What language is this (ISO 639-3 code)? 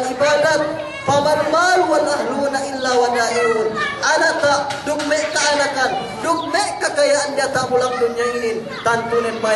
yka